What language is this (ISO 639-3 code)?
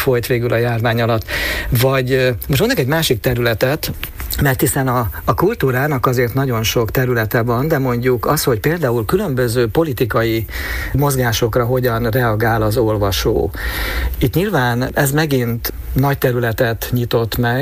hun